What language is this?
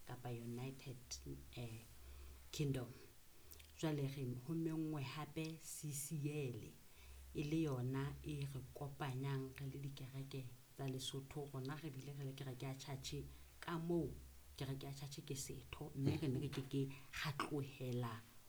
Southern Sotho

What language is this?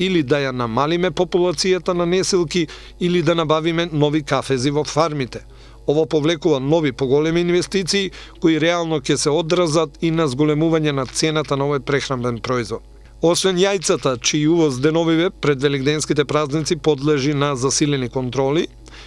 Macedonian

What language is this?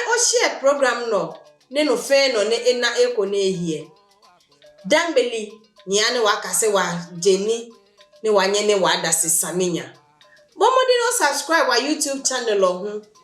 Adangme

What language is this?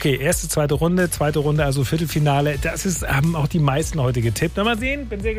German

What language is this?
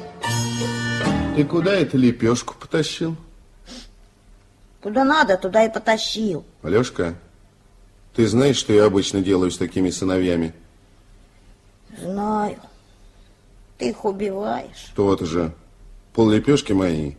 Russian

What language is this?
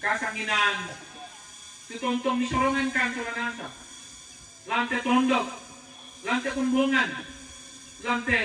Toraja-Sa'dan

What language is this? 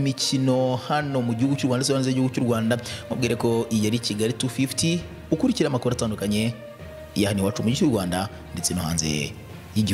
Kinyarwanda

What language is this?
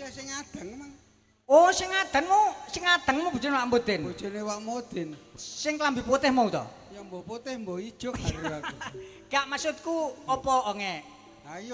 Javanese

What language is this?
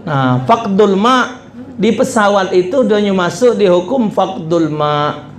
Musi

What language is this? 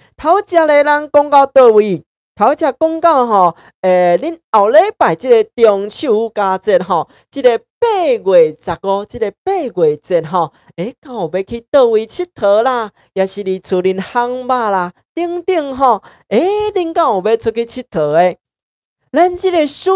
Min Nan Chinese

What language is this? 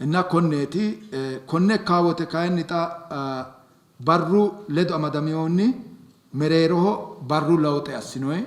Sidamo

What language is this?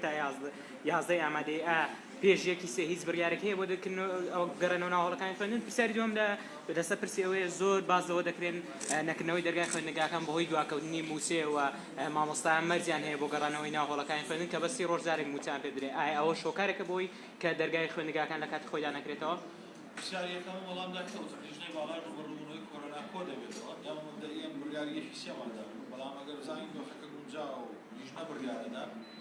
Central Kurdish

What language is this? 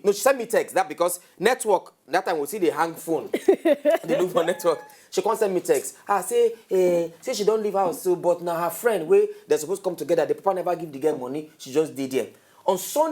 Nigerian Pidgin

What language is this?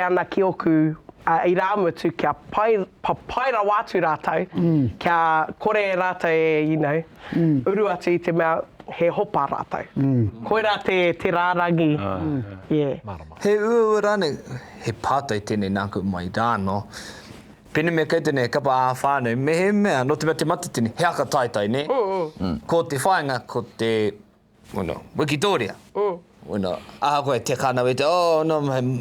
Māori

